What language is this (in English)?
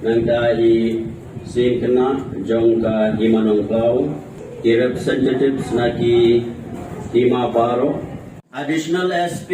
Khasi